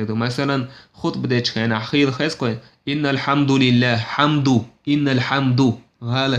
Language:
Chechen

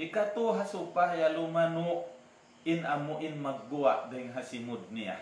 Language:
Tausug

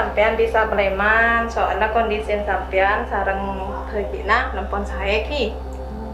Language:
Madurese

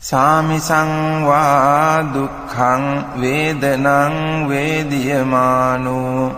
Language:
Pali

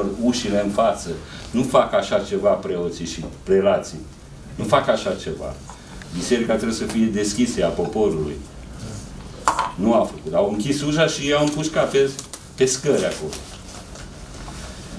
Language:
Romanian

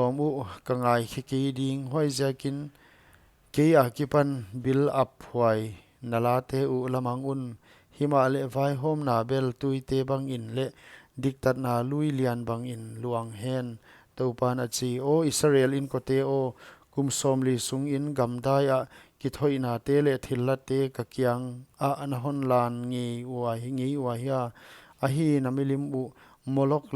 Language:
Paite Chin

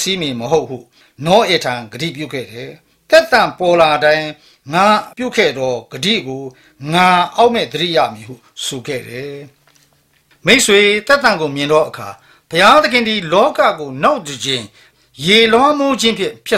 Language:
Burmese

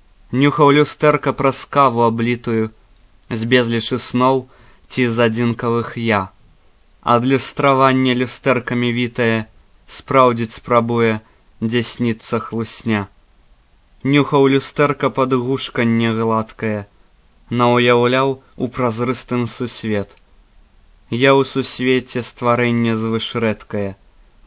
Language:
Belarusian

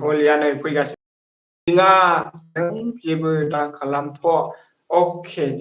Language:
Bodo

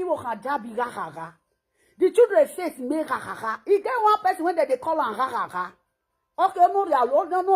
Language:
Nigerian Pidgin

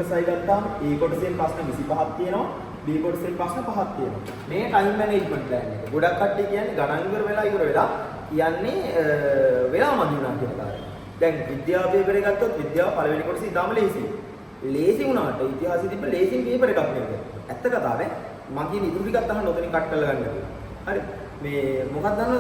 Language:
Sinhala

